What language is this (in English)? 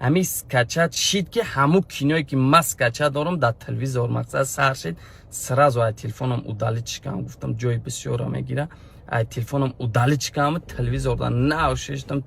Tajik